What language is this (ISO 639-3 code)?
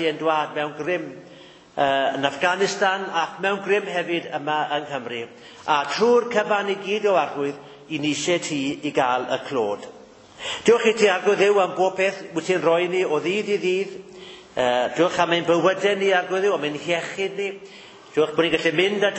cym